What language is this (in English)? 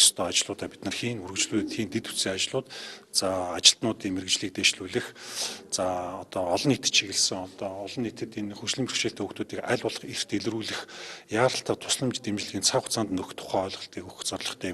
Mongolian